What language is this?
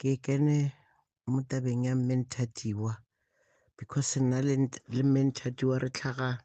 Northern Sotho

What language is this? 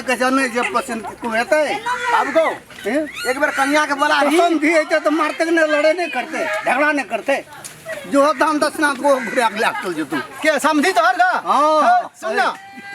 Maithili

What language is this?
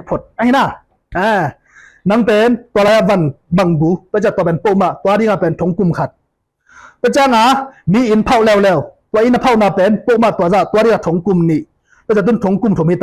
Tedim Chin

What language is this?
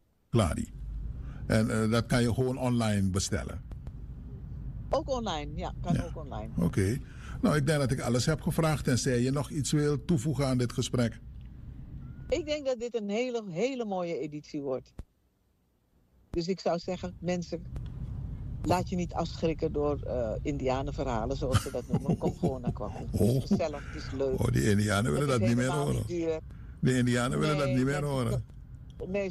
Dutch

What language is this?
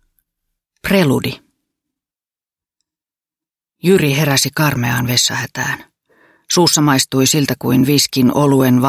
Finnish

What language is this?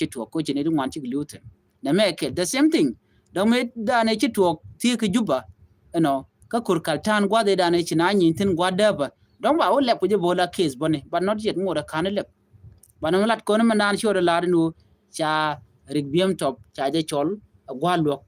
Nuer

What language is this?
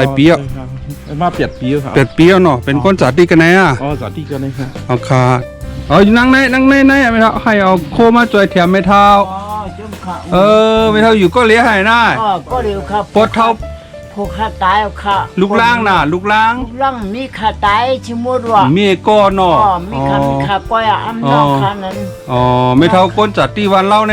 Shan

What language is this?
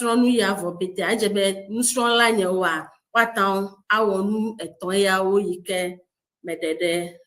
Ewe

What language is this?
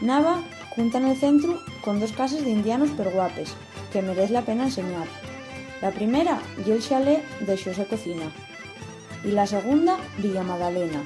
Asturian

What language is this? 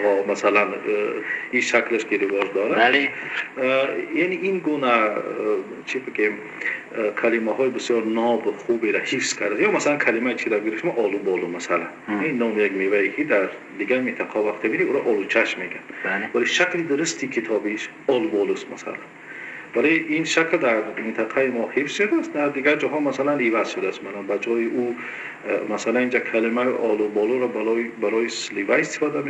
Tajik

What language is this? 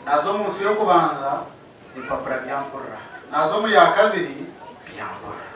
Nyankole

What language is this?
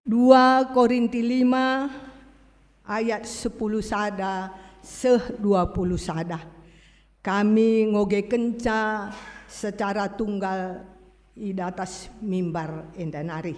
Batak Karo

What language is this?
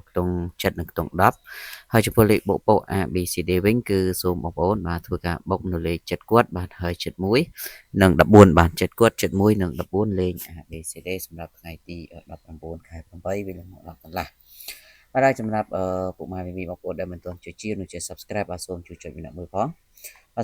Khmer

